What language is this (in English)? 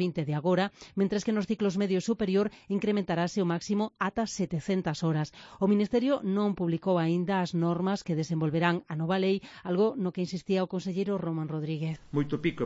Galician